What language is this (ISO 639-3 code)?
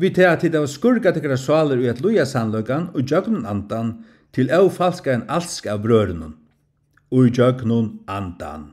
fao